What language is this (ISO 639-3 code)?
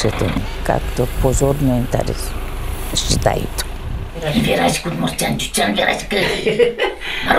udm